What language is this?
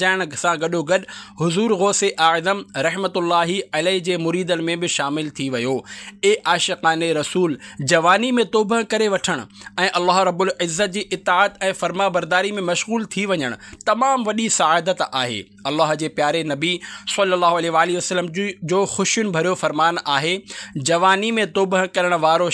Sindhi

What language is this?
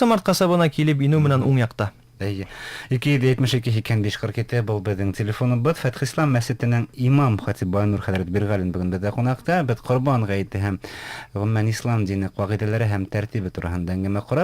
Bashkir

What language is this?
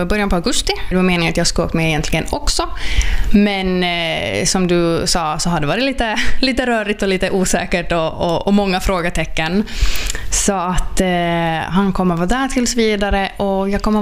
Swedish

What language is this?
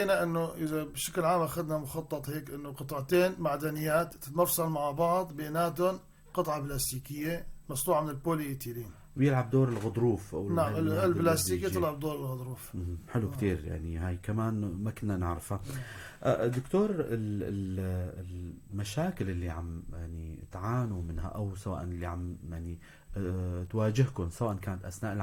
North Levantine Arabic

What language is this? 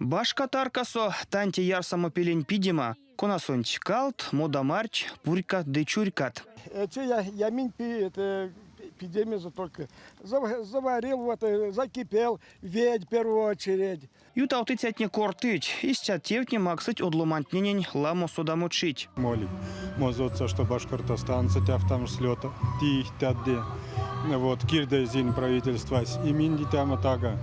Erzya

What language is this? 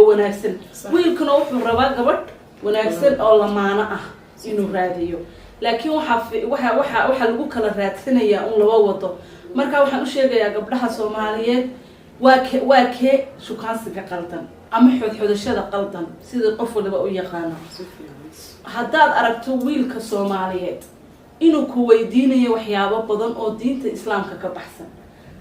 Somali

